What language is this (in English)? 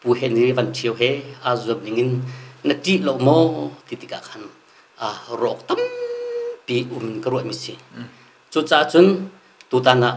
Hakha Chin